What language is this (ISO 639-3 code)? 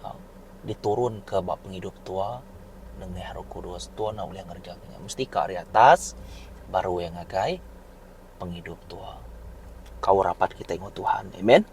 iba